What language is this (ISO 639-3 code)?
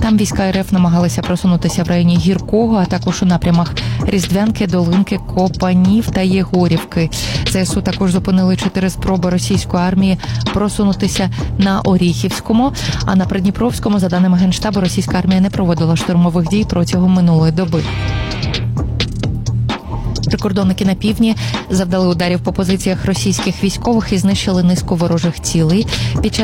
ukr